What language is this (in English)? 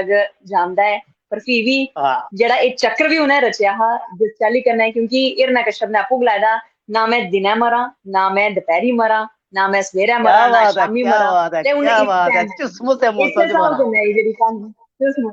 Dogri